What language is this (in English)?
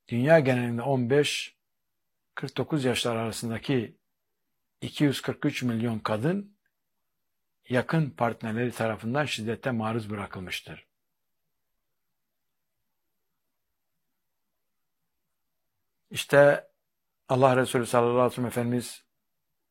Turkish